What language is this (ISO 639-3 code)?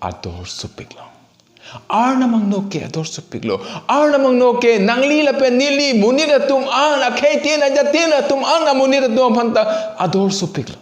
mjw